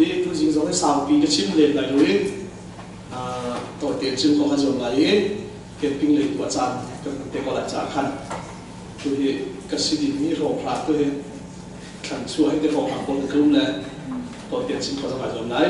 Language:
Hakha Chin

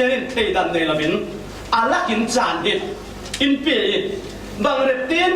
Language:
Falam Chin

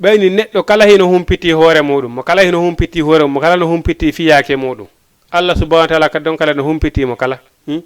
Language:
Fula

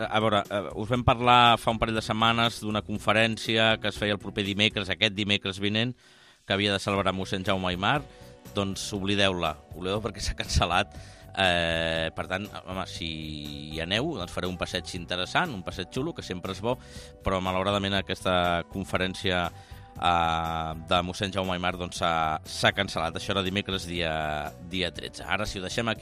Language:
Catalan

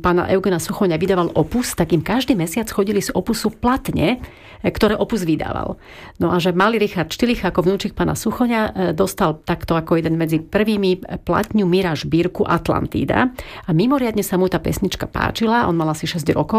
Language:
Slovak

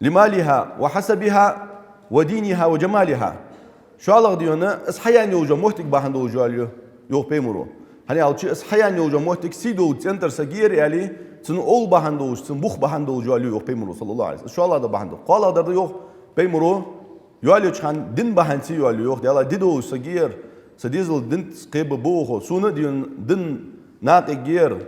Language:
Ingush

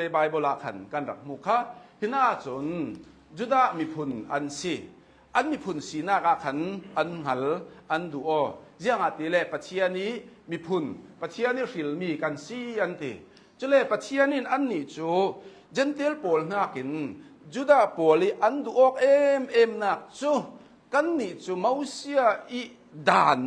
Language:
Hakha Chin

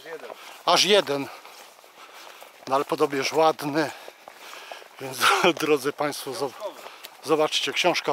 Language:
Polish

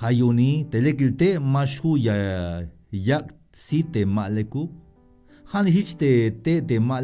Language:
Tzeltal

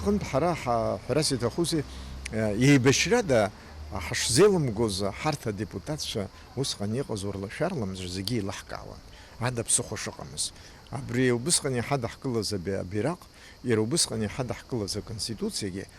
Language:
Abkhazian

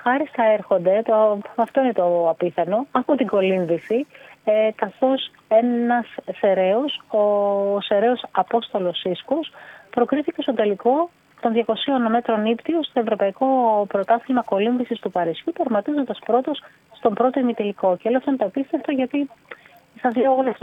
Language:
Greek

